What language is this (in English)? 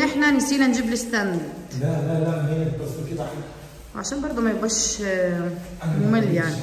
Egyptian Arabic